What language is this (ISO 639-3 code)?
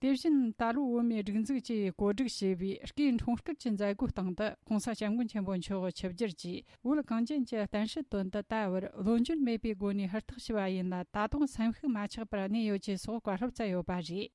bod